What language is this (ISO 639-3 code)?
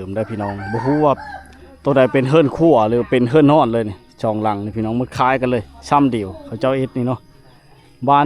lao